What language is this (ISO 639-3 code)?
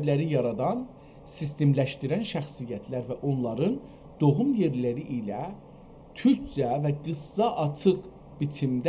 azb